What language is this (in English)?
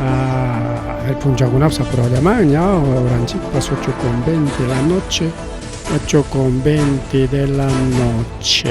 Ayacucho Quechua